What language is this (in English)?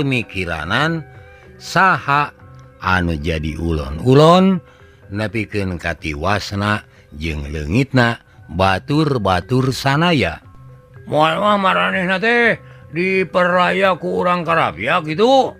Sundanese